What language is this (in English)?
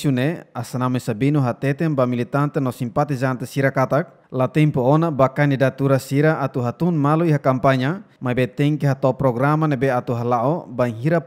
Tetum